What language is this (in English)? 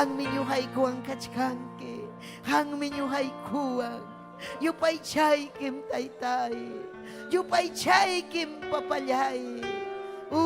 Ayacucho Quechua